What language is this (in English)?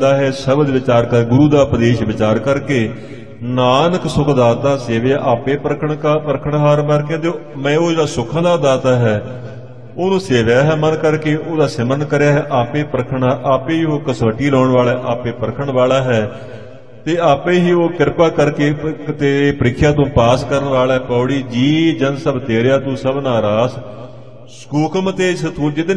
Punjabi